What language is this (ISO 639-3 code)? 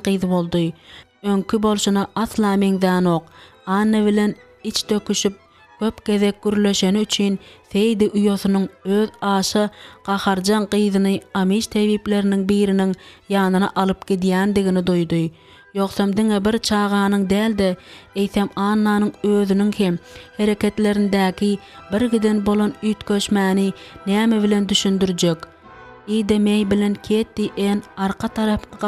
tuk